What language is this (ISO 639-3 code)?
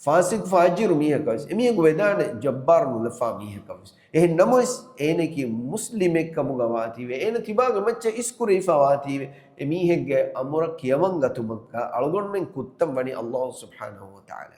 div